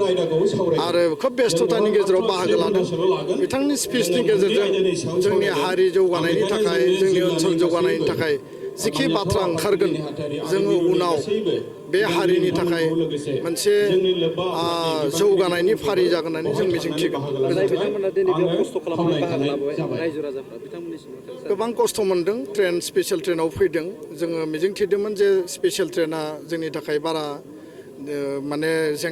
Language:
Bodo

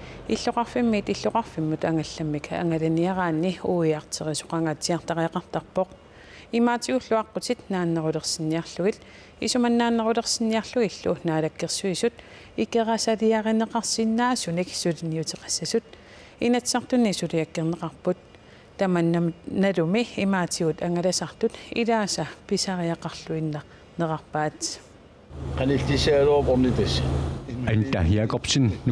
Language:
Kalaallisut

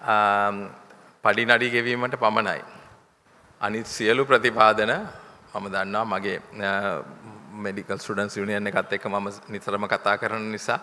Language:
Sinhala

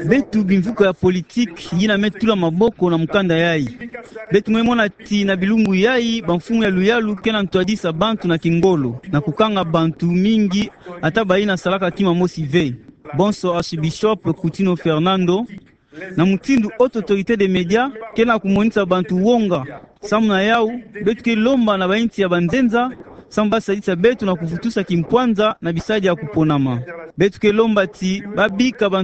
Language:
Kituba (Democratic Republic of Congo)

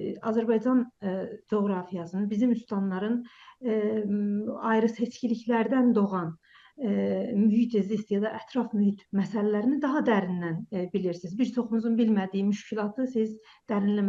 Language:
South Azerbaijani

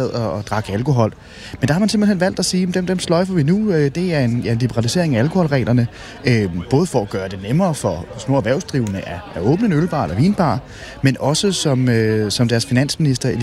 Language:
Danish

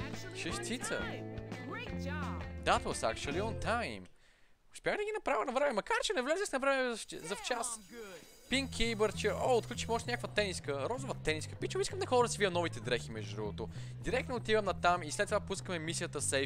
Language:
Bulgarian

